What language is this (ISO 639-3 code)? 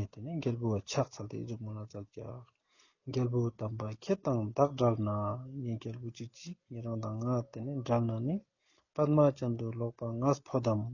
lbj